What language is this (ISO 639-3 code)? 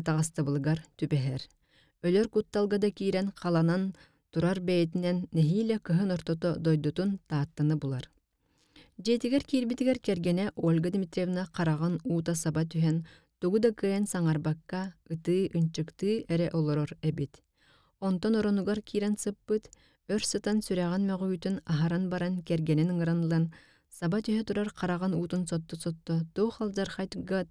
sah